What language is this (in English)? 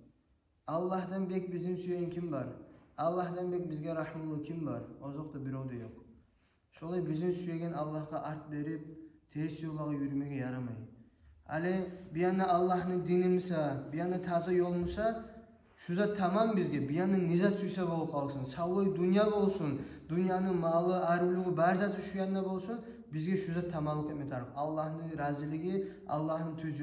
Kumyk